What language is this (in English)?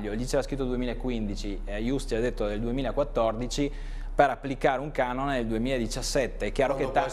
Italian